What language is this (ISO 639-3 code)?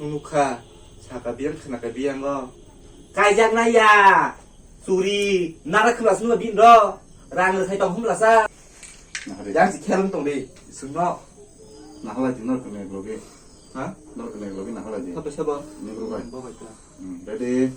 trp